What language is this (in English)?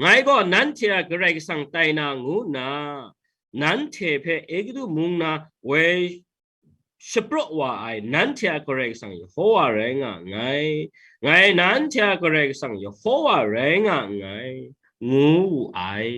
Kachin